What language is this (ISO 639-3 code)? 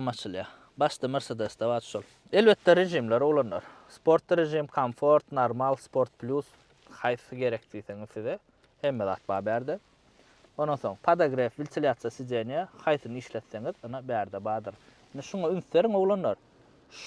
tuk